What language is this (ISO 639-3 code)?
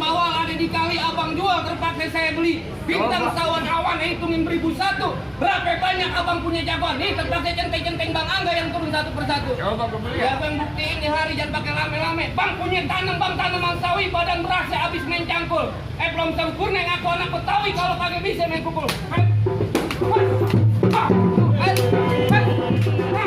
bew